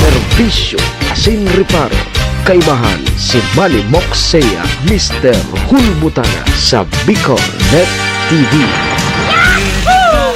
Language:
Bikol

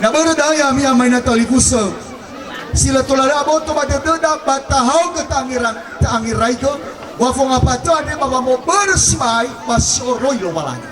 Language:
Nias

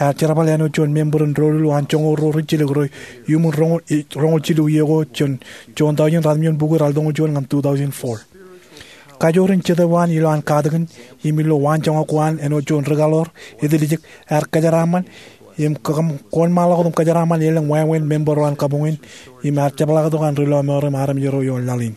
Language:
Marshallese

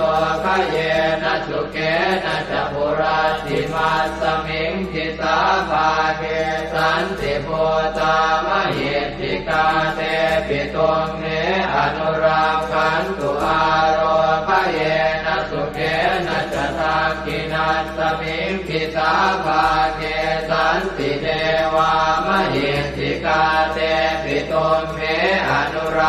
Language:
Pali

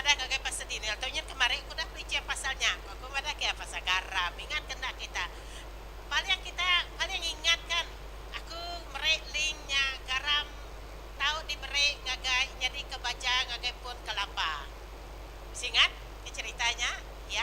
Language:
Iban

